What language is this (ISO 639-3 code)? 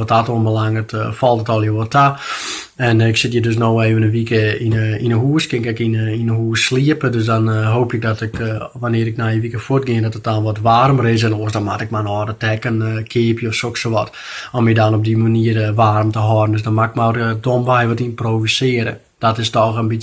fry